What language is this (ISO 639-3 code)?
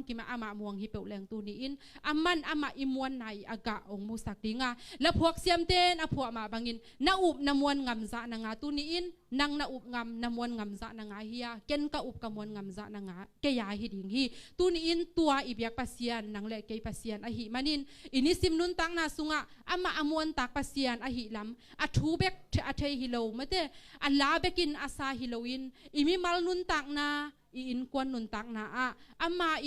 ctd